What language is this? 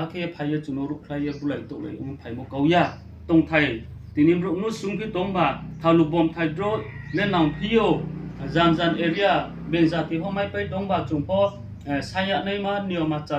Riang (India)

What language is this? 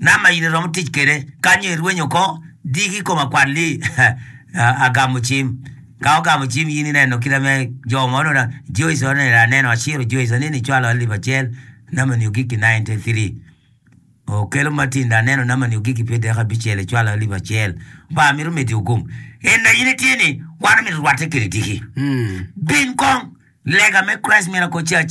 Acoli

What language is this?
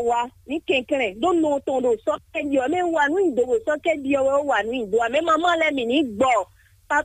Fon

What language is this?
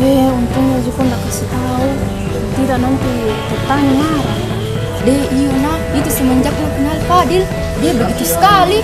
Makassar Malay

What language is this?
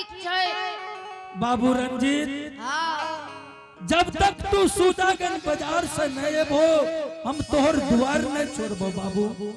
Angika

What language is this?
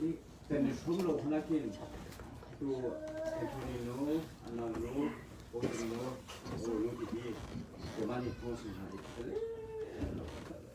Hakha Chin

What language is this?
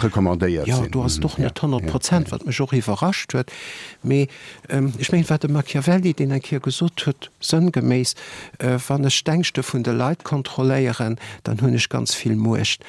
Luxembourgish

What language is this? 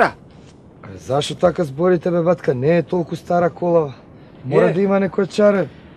Macedonian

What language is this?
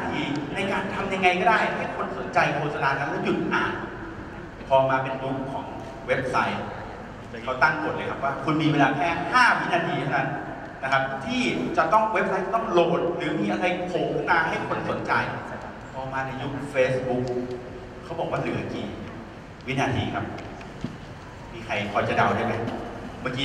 Thai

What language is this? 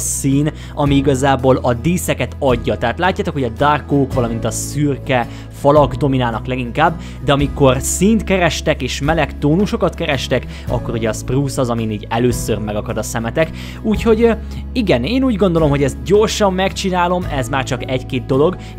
Hungarian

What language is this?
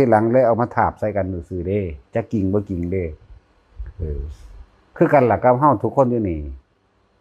Lao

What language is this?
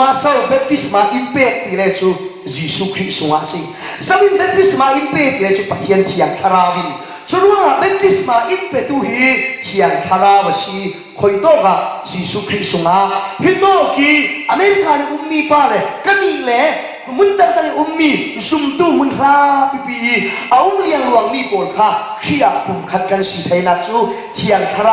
Falam Chin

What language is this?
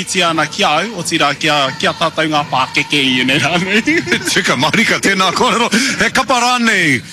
Māori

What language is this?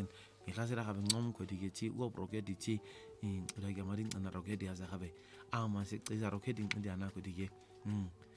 English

